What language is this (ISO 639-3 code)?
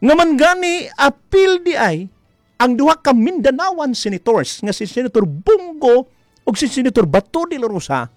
ceb